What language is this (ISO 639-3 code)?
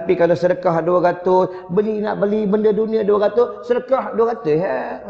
msa